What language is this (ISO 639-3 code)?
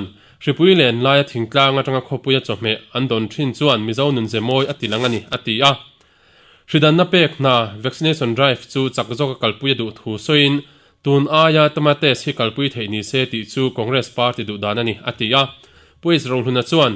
lus